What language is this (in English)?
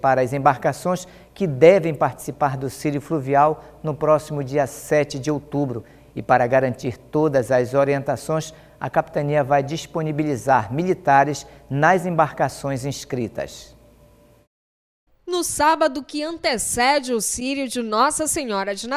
Portuguese